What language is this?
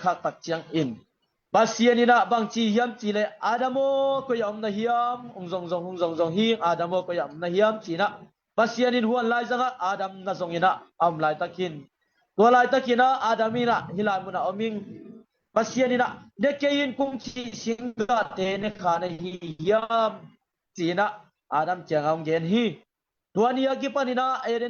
Tedim Chin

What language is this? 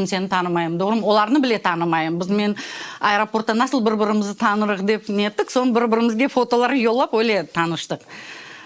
Crimean Tatar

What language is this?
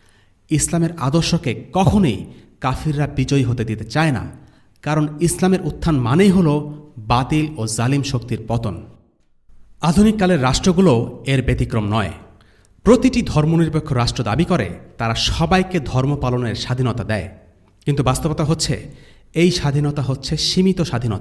Bangla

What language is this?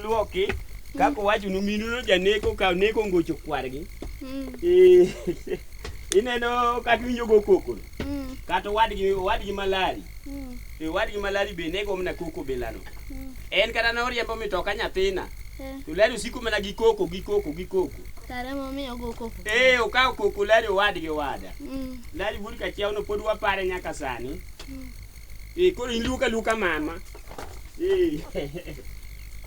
Luo (Kenya and Tanzania)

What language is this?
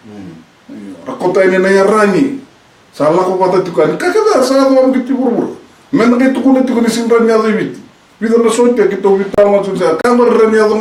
Fijian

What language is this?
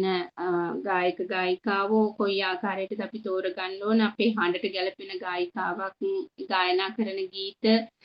Sinhala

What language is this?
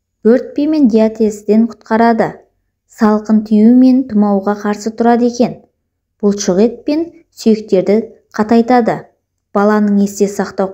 Kazakh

